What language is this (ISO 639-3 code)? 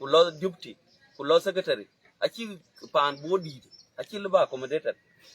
din